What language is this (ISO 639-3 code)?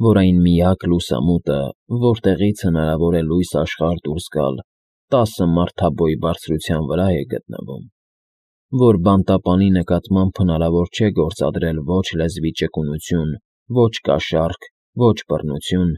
hye